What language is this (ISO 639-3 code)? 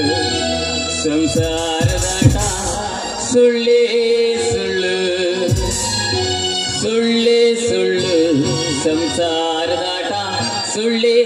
kan